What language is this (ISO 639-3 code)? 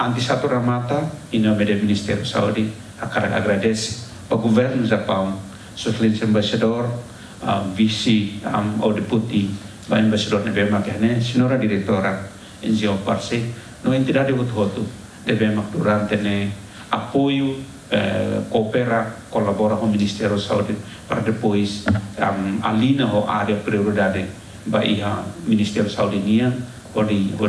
tet